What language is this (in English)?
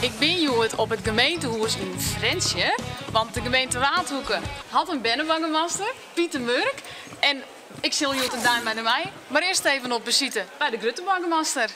Western Frisian